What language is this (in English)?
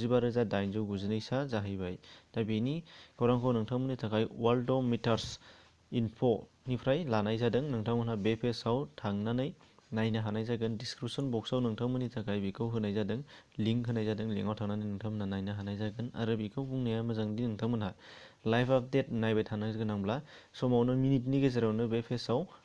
Bodo